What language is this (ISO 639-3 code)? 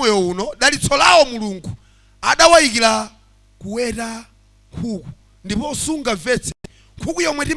nya